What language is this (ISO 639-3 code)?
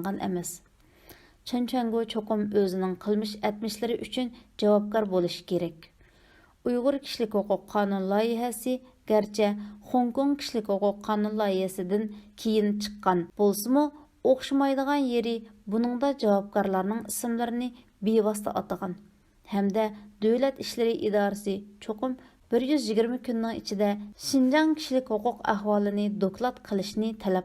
uig